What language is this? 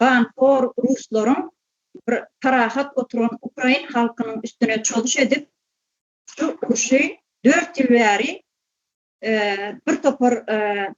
Turkmen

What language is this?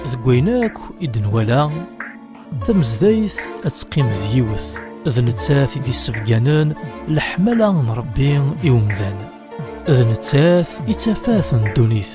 Kabyle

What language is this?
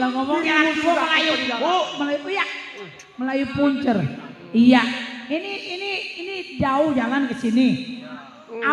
Betawi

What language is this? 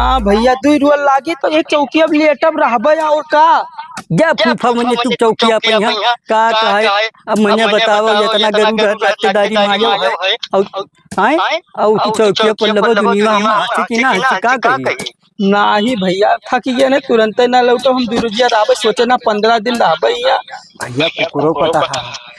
Awadhi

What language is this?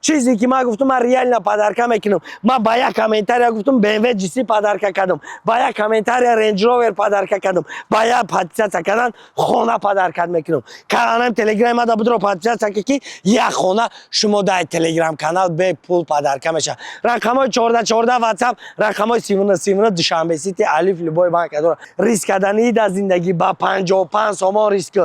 Tajik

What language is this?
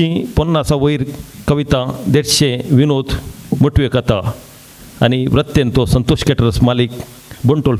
Konkani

